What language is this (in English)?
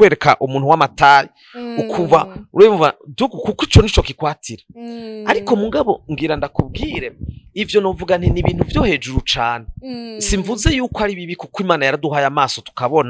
Rundi